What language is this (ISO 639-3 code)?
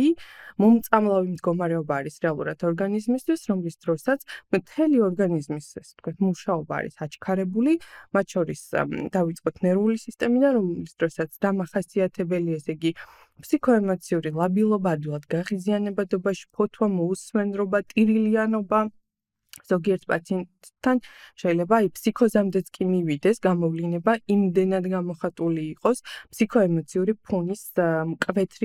kat